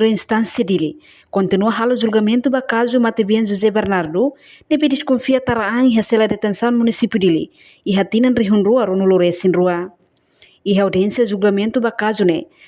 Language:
Tetum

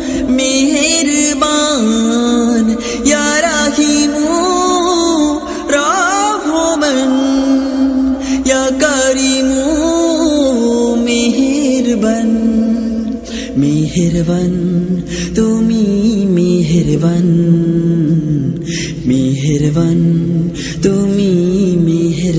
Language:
Bangla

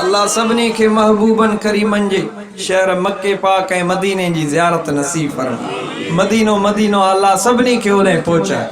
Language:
Sindhi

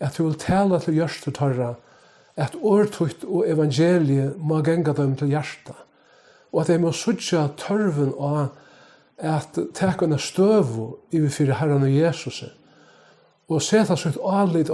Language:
Faroese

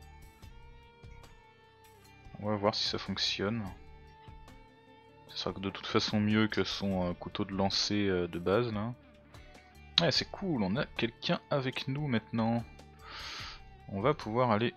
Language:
French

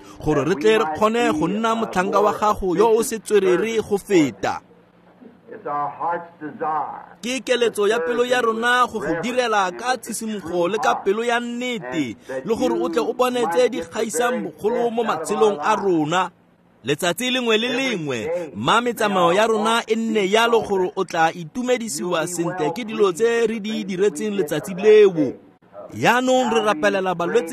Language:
Tswana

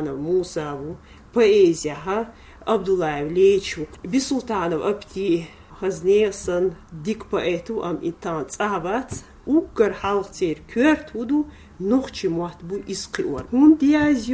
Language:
Chechen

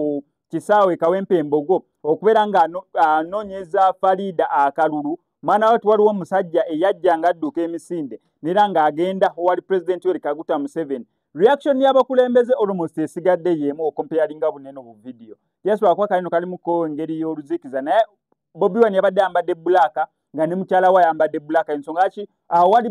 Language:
Ganda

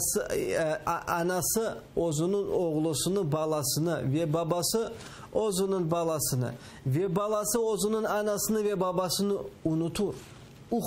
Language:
Crimean Tatar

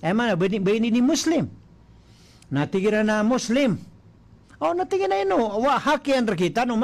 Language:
Maranao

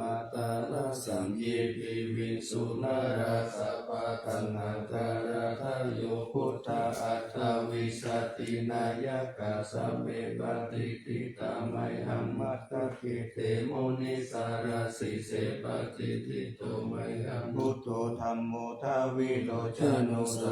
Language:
Pali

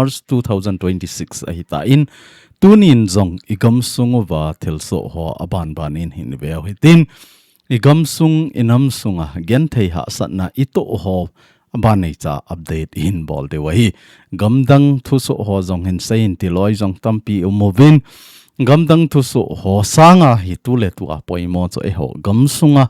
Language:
Thado Chin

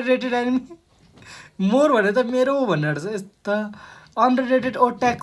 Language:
Nepali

